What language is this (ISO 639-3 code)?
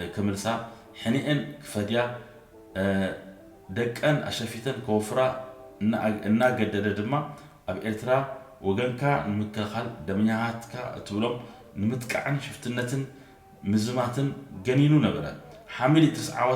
tir